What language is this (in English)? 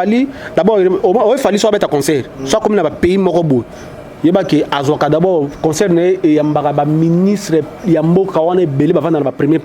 Lingala